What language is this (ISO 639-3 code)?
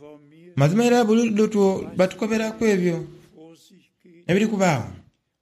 xog